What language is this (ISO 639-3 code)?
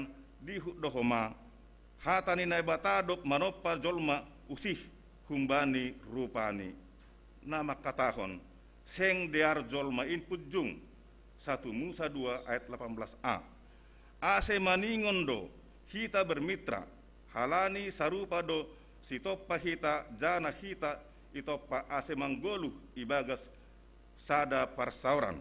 bts